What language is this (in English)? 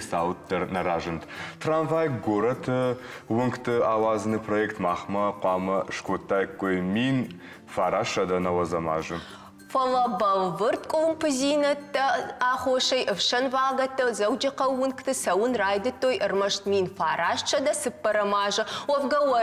Ossetic